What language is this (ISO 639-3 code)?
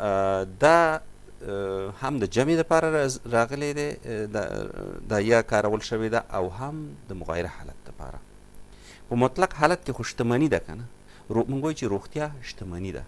pus